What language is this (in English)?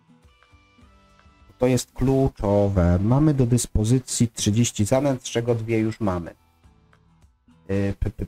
Polish